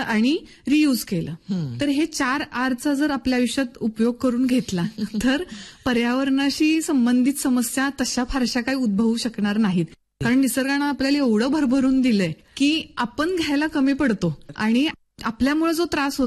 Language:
Marathi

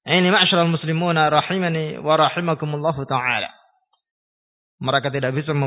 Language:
Indonesian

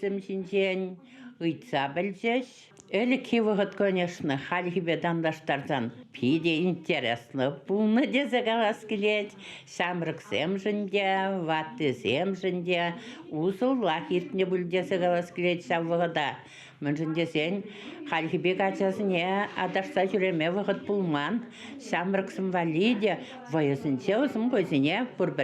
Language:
Chuvash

